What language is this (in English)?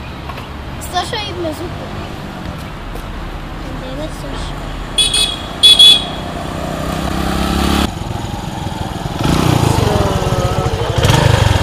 Kinyarwanda